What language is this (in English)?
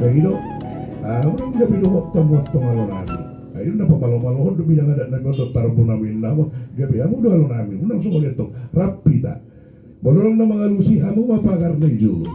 Batak Toba